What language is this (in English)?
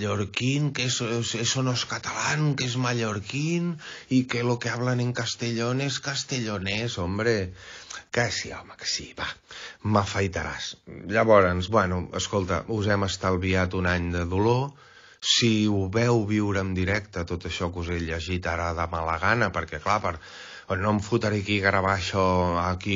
Catalan